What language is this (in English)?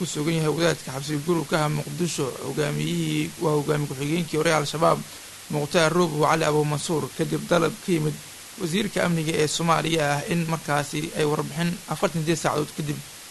Somali